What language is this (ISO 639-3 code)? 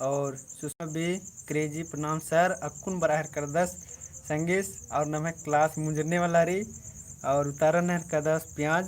kru